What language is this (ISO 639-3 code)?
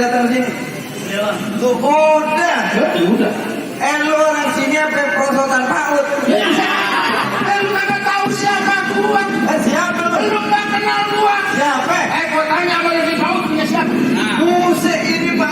bew